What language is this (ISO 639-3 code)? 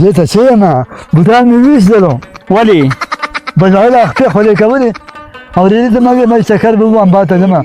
pus